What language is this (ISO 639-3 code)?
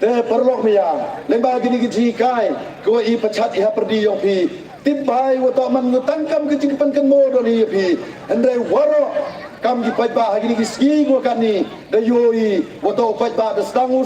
pbv